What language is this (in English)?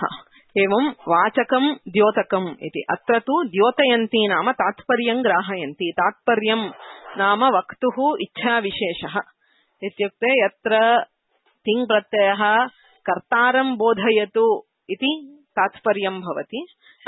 Sanskrit